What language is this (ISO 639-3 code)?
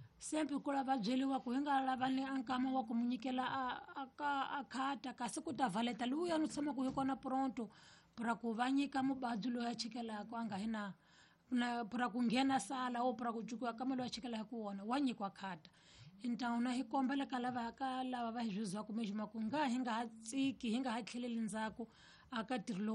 tso